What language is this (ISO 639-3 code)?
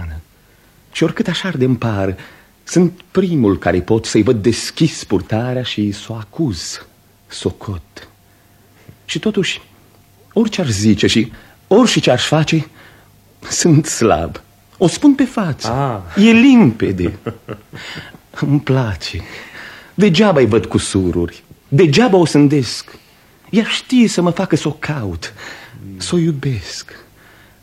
ron